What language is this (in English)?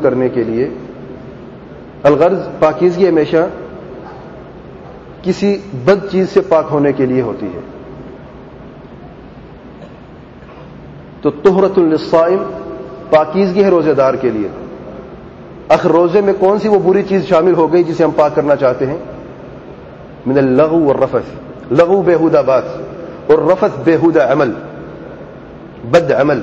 Urdu